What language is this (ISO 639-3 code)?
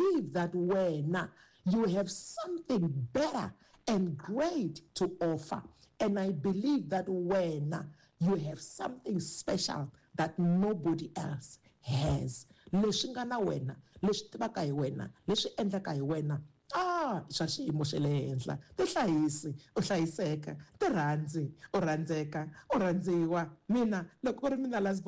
tso